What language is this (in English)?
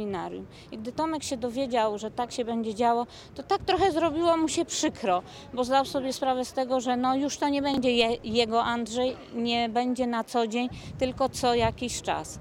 Polish